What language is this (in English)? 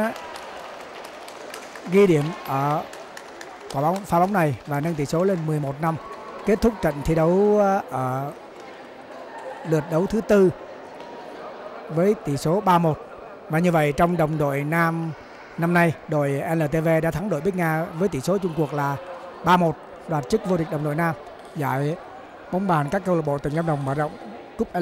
Vietnamese